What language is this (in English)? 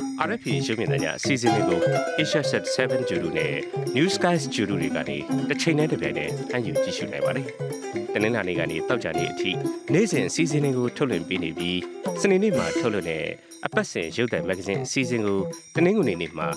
Burmese